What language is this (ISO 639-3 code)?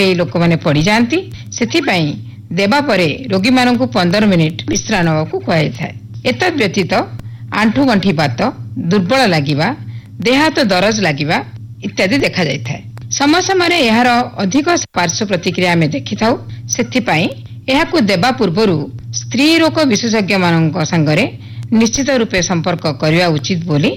ori